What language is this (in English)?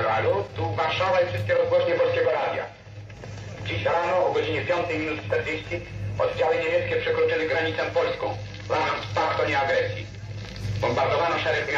Polish